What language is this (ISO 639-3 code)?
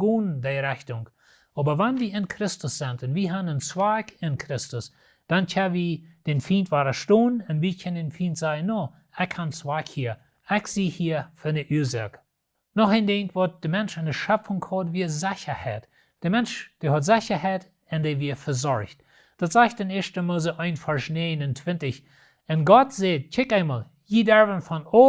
pdt